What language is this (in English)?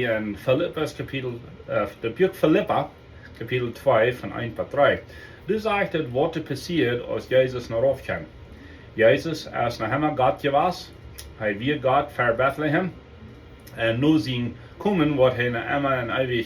Plautdietsch